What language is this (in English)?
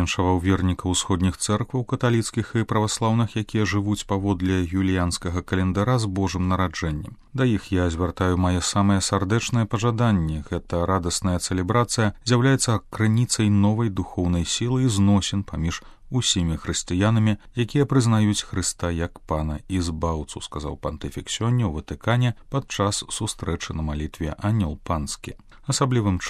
Belarusian